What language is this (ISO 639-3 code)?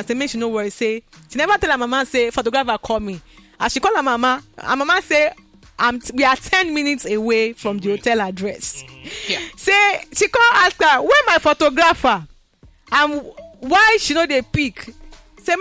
pcm